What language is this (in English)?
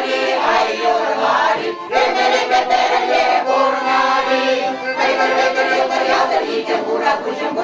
Chuvash